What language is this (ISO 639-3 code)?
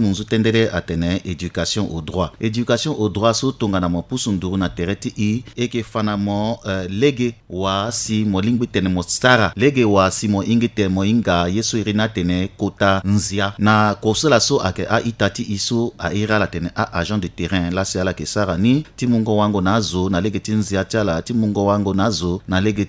sag